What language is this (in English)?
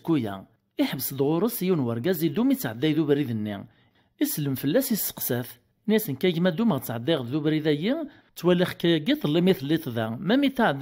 Kabyle